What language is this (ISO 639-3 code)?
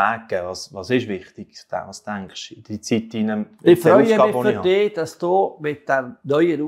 gsw